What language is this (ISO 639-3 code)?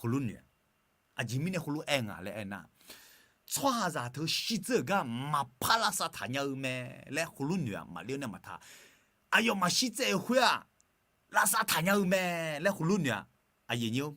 ahk